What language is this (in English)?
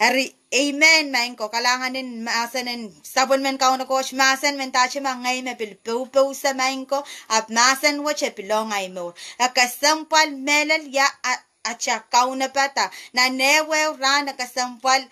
Pohnpeian